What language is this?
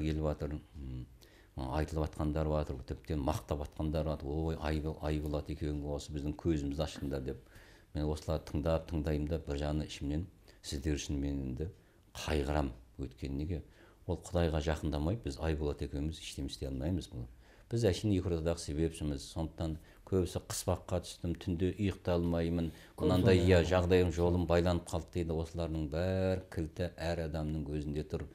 Kazakh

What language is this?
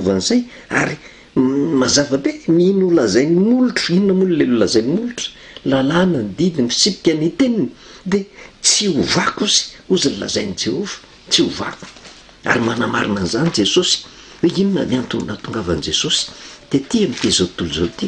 Malagasy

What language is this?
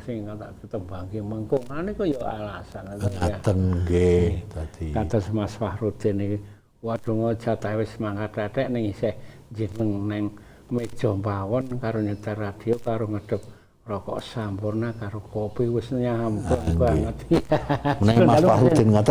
Javanese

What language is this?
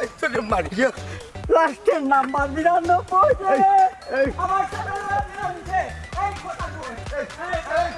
Sylheti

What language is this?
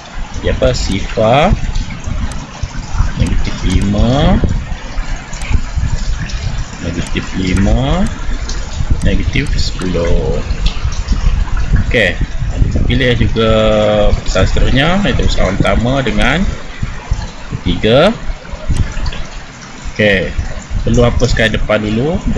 Malay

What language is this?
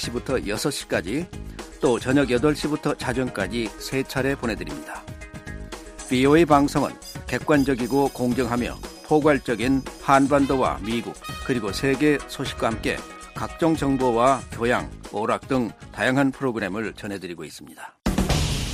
Korean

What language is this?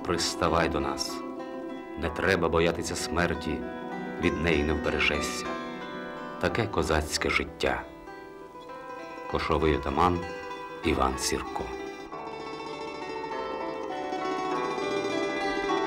Ukrainian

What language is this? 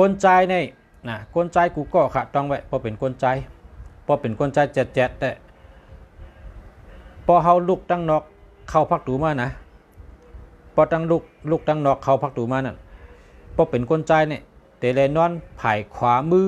Shan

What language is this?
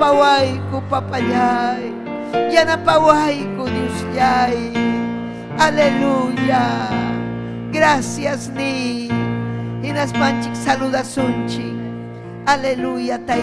Ayacucho Quechua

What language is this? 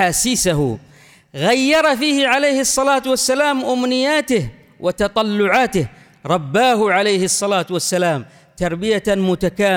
Arabic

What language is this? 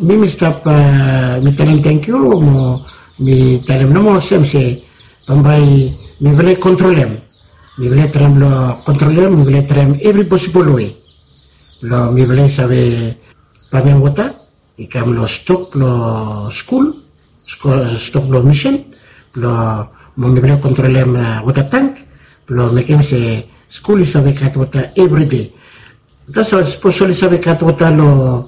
Bislama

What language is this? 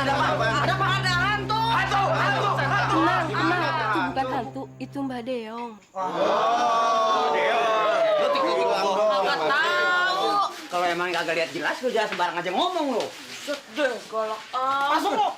Betawi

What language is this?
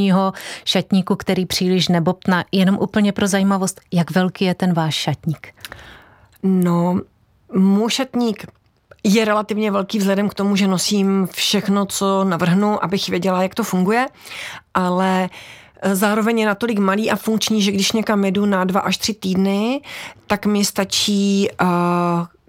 Czech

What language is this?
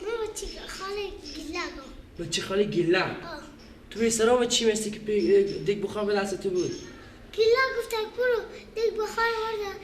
Persian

